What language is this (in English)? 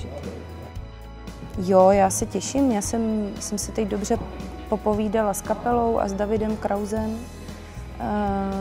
Czech